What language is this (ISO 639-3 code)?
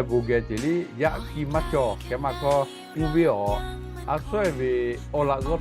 lhu